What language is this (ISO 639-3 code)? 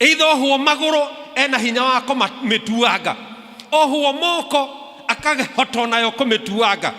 kik